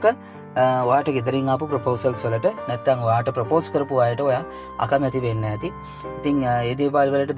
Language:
Sinhala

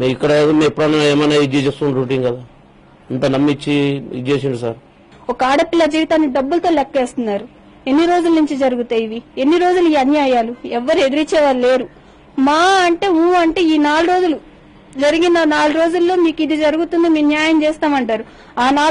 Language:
Telugu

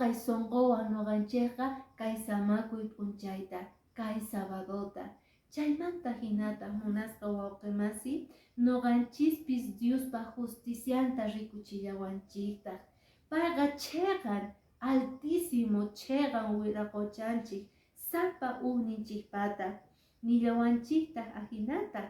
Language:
Quechua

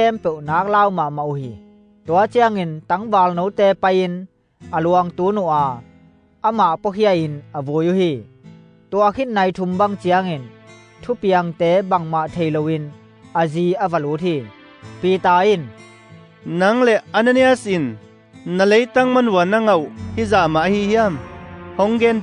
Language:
Tedim Chin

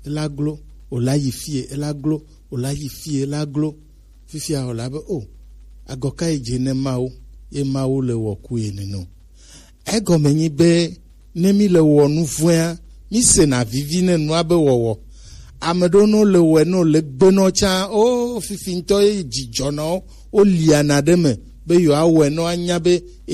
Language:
Gen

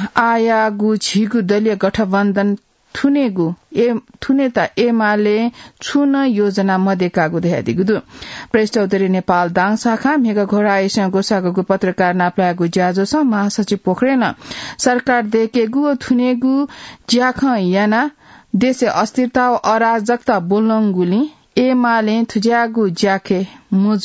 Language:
Newari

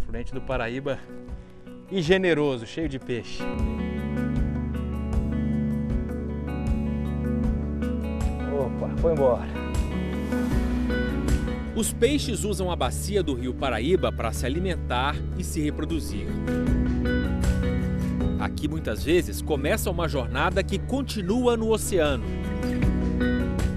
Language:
Portuguese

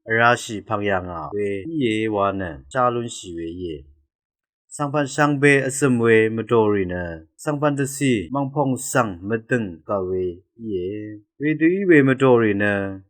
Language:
Rawang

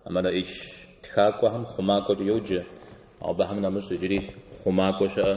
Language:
Kabardian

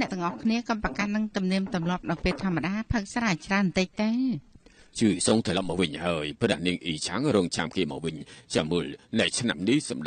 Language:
Khmer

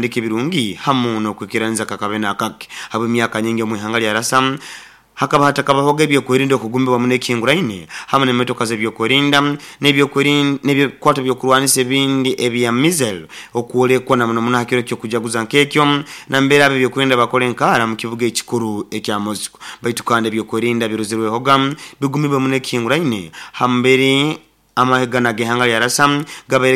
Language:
Nyankole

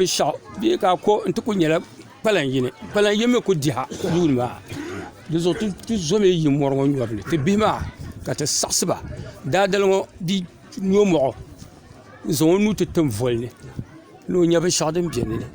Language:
Dagbani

